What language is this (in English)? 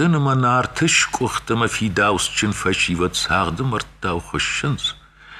Ossetic